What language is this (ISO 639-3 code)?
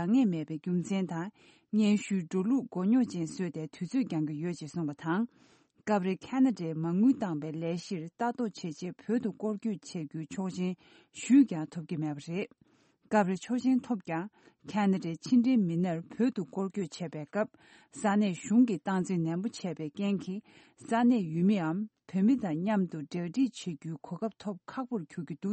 bod